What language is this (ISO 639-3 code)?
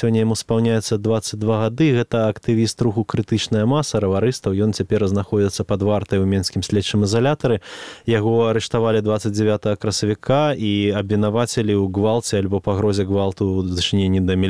bel